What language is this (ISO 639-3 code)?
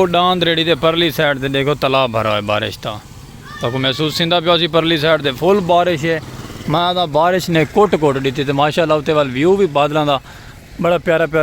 skr